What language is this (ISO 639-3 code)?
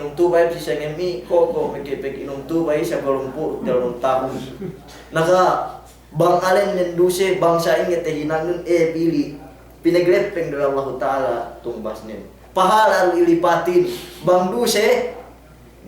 yka